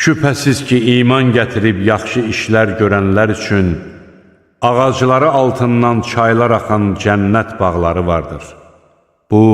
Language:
Azerbaijani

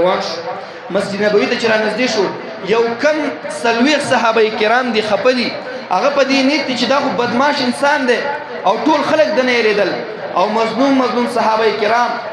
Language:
Pashto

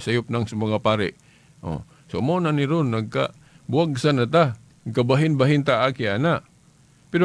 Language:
Cebuano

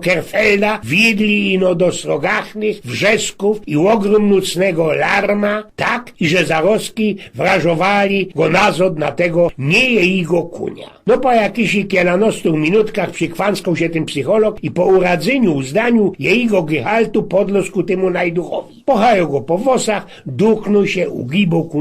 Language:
Silesian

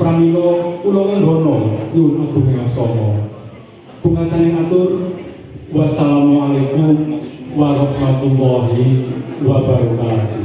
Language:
Javanese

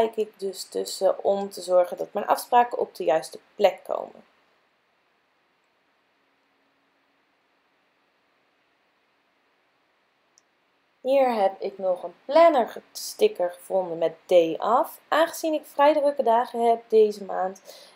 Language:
Dutch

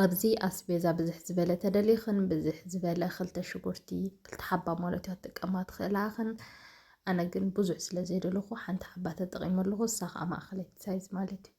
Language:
Tigrinya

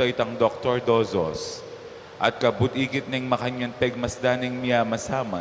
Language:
Pampanga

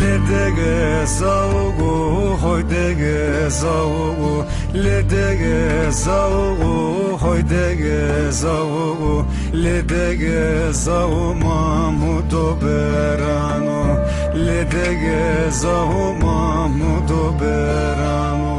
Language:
Zaza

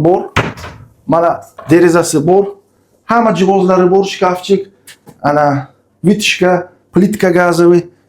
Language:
Uzbek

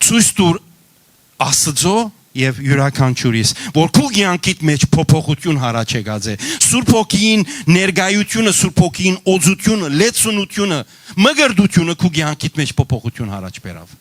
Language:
Western Armenian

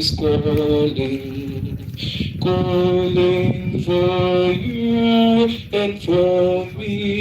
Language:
Acoli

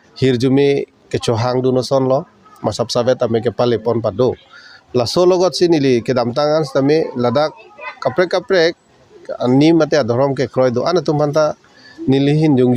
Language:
Karbi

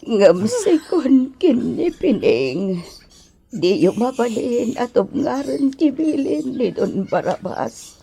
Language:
Iloko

